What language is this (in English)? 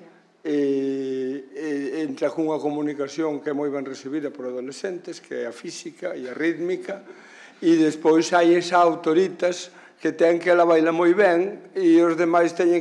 Galician